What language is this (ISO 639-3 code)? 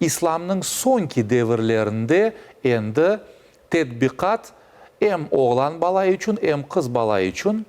crh